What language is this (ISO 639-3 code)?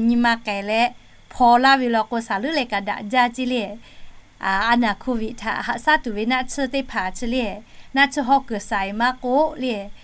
lhu